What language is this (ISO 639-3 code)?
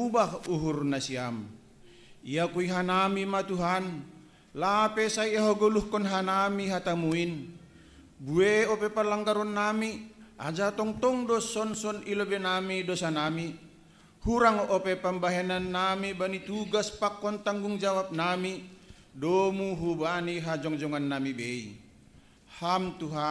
bts